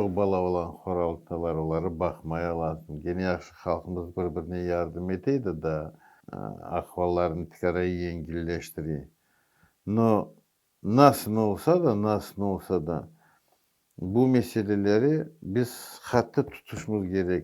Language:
Crimean Tatar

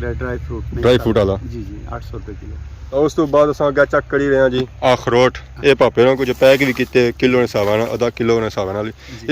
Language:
Pahari-Potwari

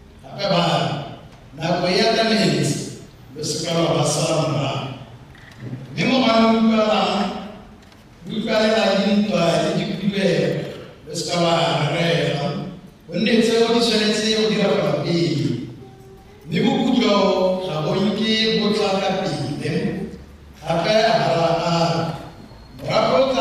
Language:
Tswana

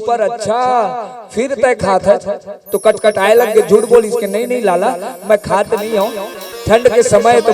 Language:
Chhattisgarhi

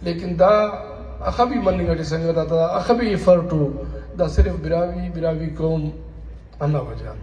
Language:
Brahui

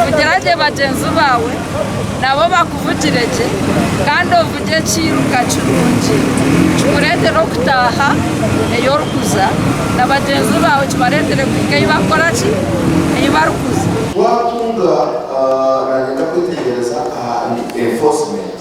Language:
Nyankole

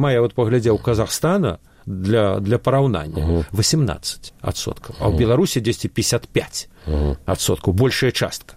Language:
Belarusian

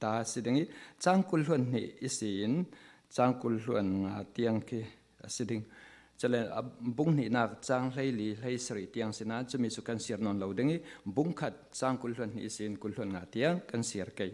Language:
Falam Chin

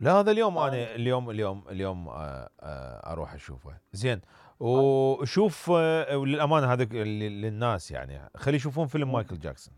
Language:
Mesopotamian Arabic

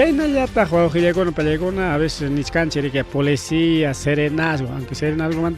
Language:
Ayacucho Quechua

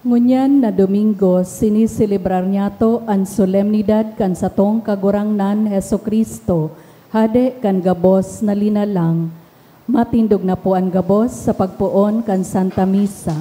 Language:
Bikol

